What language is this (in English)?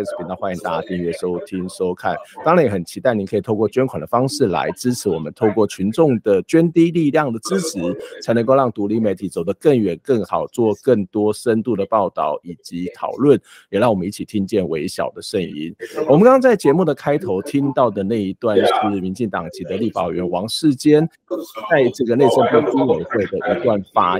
Chinese